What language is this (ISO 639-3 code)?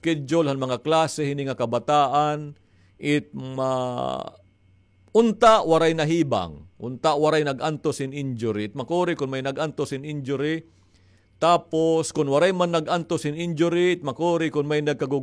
war